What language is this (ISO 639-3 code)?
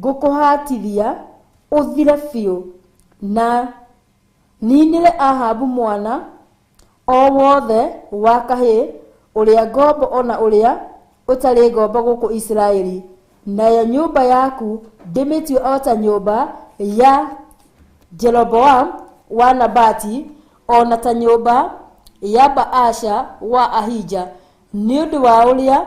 kik